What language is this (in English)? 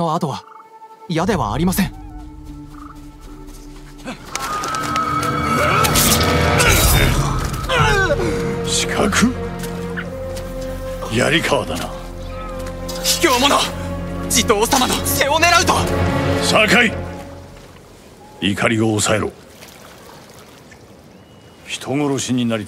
Japanese